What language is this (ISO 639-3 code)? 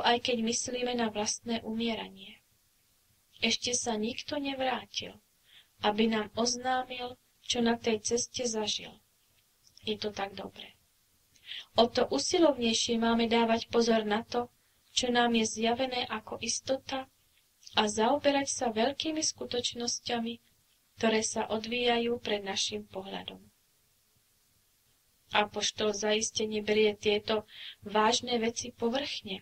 slk